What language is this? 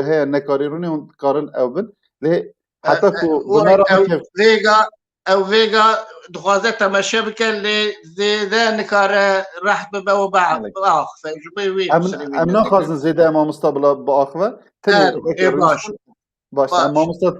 Kurdish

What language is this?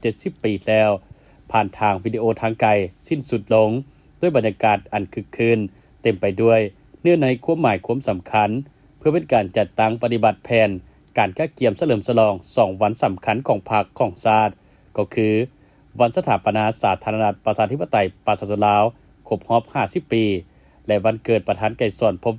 Lao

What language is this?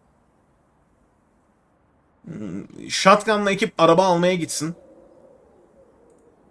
Turkish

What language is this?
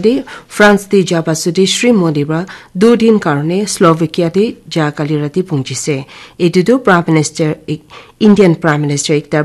Naga Pidgin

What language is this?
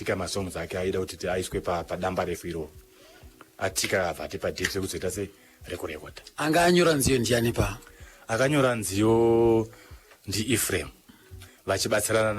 Shona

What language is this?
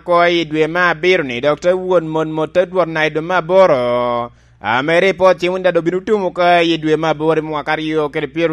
Lango (Uganda)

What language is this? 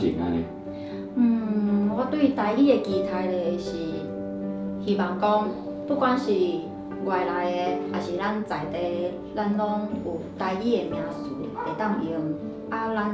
Min Nan Chinese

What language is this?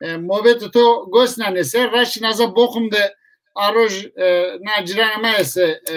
Zaza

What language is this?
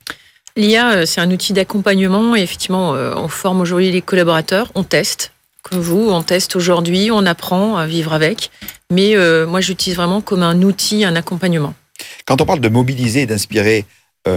French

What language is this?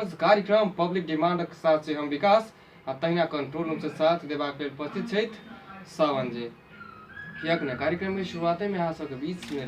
Maithili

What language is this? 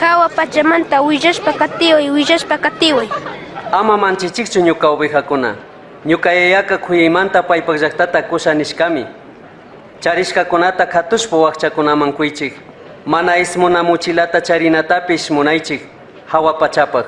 Chimborazo Highland Quichua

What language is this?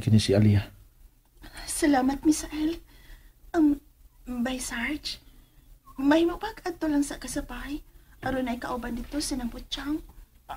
Cebuano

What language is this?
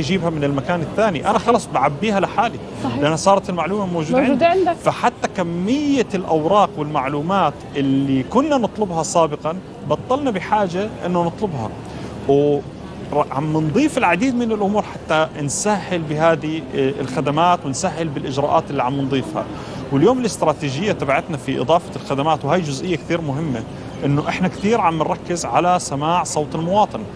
North Levantine Arabic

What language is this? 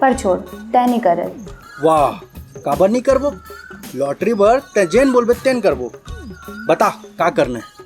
Chhattisgarhi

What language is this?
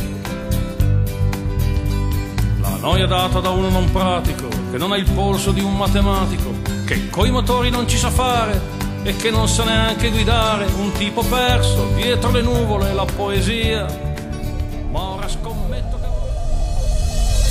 Italian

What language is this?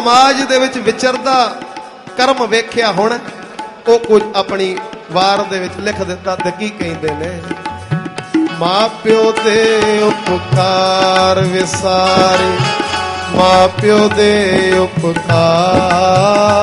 Punjabi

